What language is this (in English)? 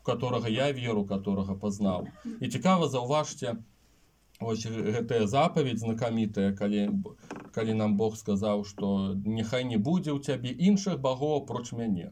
Belarusian